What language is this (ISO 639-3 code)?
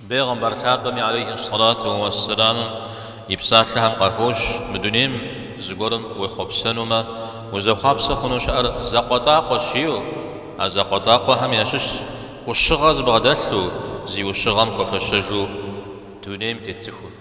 kbd